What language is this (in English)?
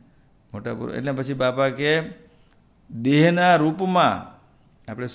Gujarati